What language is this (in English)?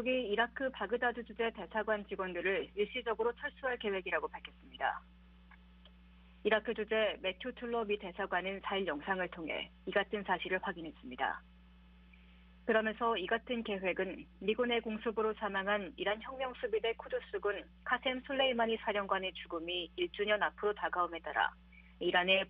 Korean